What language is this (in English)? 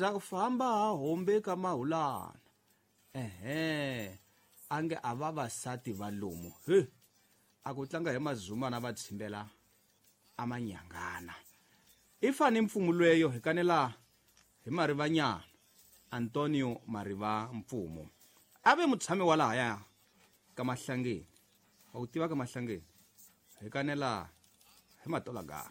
Tsonga